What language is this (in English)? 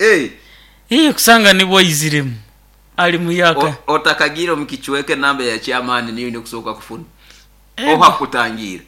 Nyankole